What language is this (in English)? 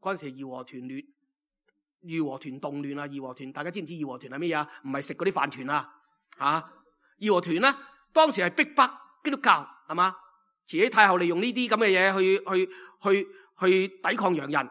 Cantonese